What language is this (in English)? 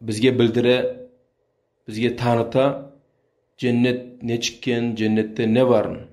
Kumyk